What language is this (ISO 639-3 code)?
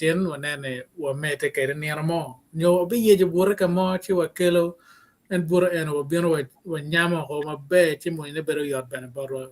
ach